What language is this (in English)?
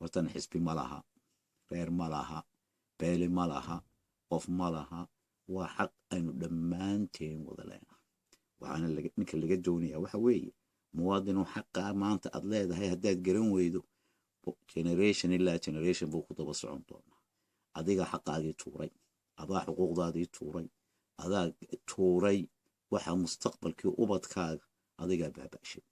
Somali